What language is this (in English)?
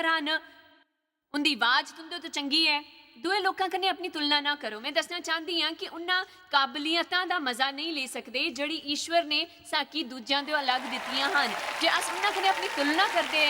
Dogri